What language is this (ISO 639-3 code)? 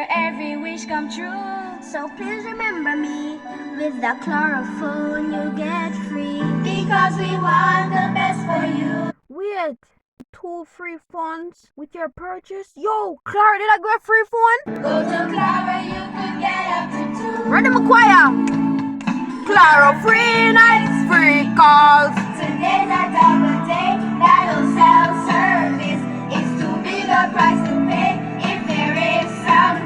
jam